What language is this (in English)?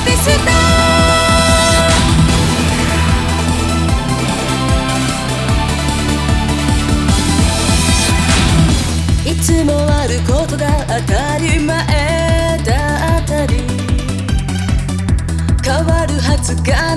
Japanese